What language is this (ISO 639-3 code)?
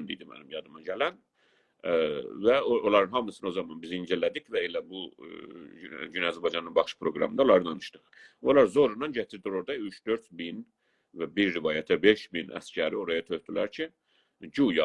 azb